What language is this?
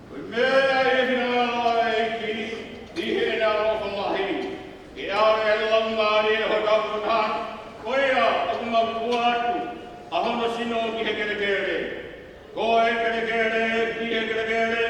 Tongan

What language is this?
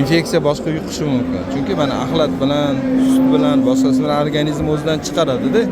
Uzbek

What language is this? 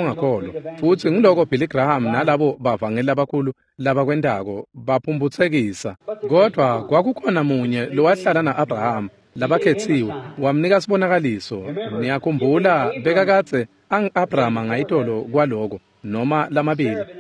Swati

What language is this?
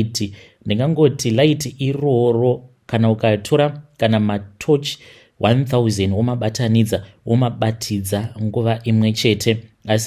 Shona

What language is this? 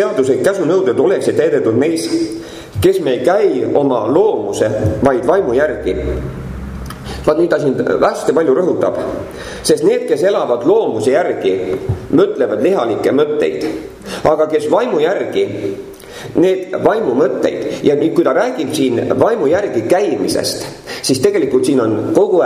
Estonian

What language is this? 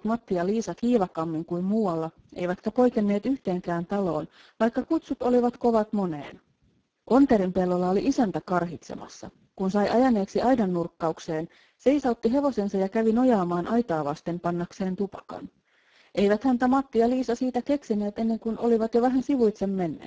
Finnish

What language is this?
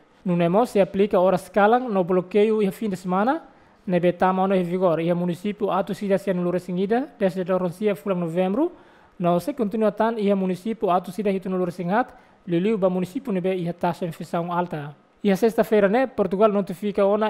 Tetum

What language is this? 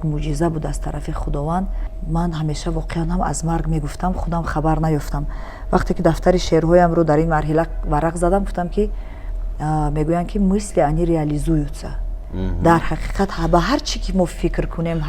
Tajik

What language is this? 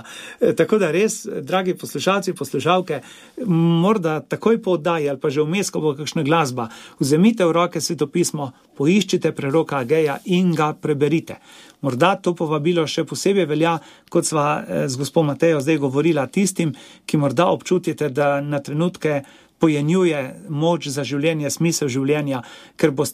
Slovenian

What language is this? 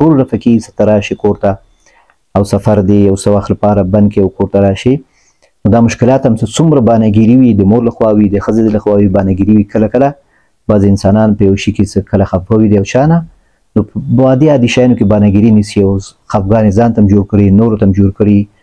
Pashto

